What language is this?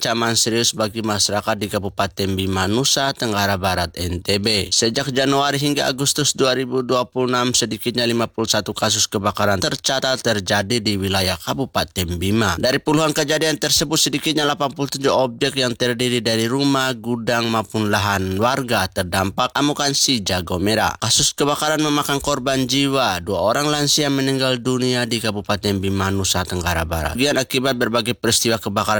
Indonesian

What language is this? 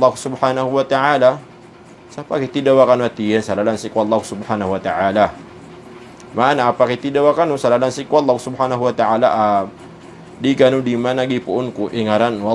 Maranao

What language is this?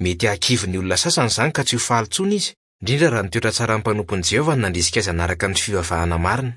Malagasy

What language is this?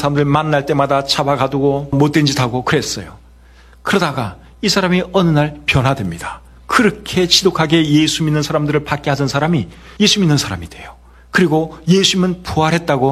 Korean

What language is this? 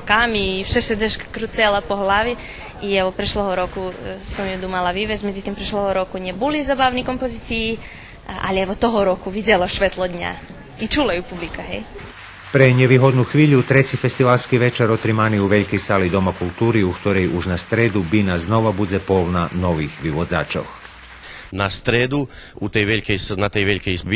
Rusyn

